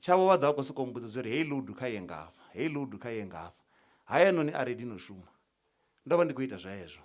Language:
Venda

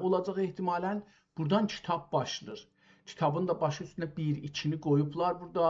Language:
South Azerbaijani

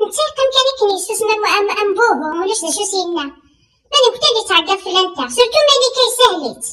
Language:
Kabyle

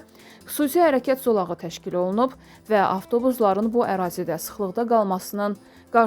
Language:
Azerbaijani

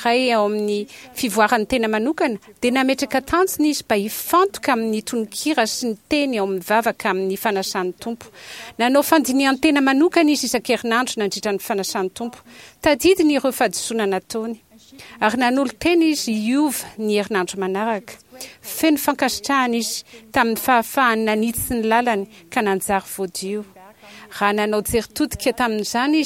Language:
Malagasy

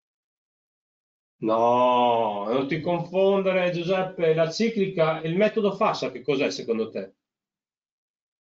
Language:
Italian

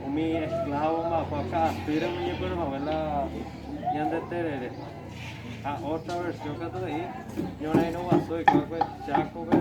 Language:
Guarani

